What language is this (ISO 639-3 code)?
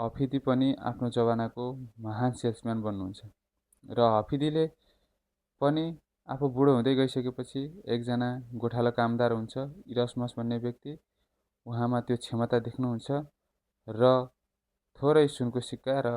nep